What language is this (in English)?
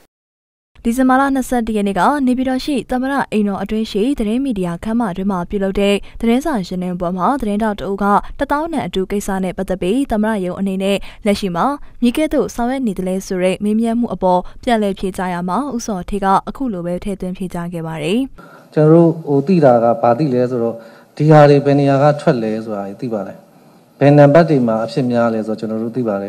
Burmese